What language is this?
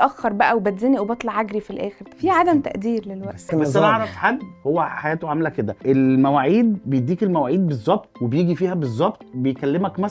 Egyptian Arabic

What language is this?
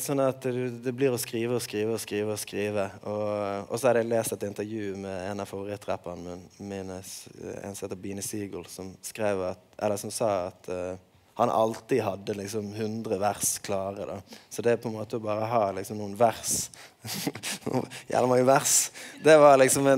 Norwegian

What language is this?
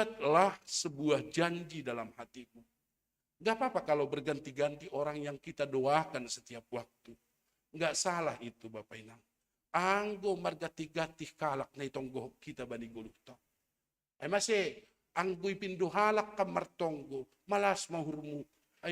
Batak Simalungun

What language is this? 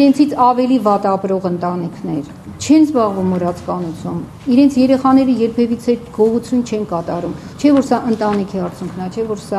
Armenian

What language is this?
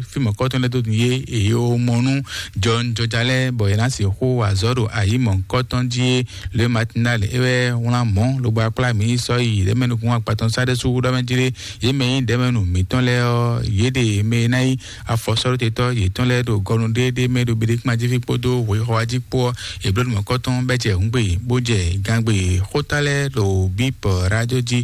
Fon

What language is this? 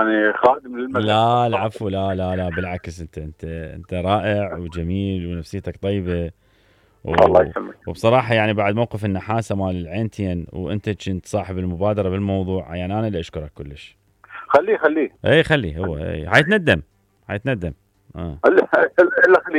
Mesopotamian Arabic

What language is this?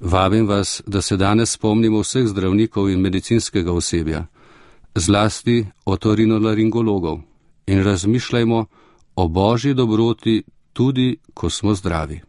Slovenian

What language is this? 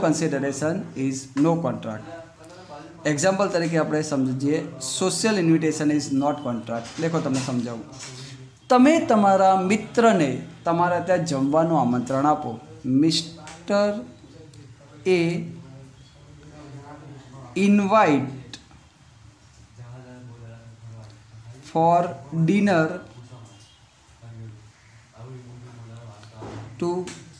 Gujarati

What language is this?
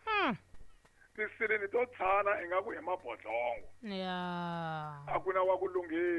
Tsonga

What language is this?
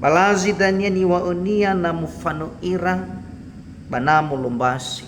Nias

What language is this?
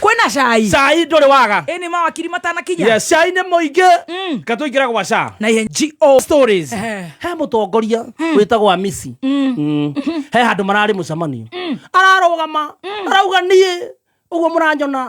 Kikuyu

